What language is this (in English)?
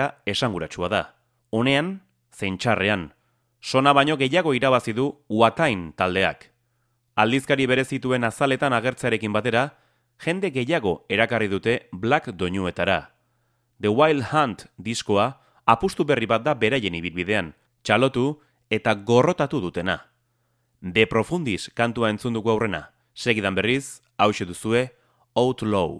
Basque